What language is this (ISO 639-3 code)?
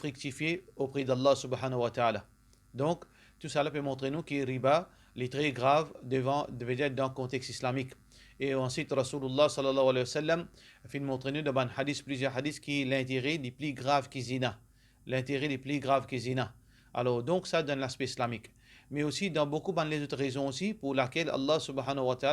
mfe